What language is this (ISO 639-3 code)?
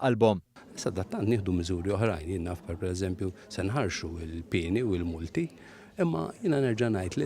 mlt